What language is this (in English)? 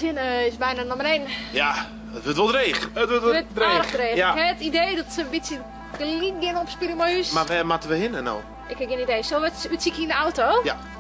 Western Frisian